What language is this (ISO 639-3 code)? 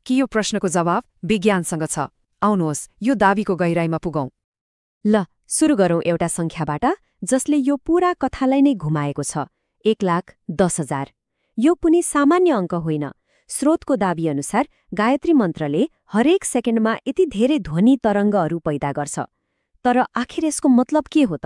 nep